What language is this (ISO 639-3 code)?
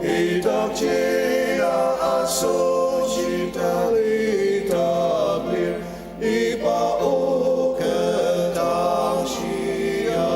njo